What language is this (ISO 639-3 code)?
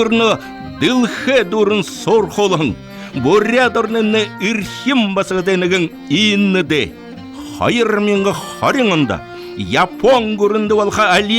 bua